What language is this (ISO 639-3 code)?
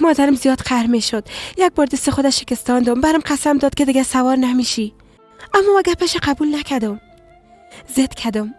fas